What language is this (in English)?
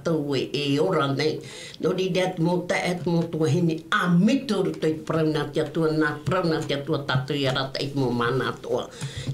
Tahitian